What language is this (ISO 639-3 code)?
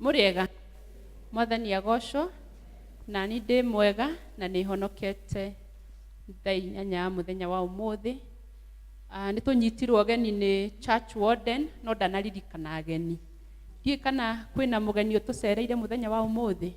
kik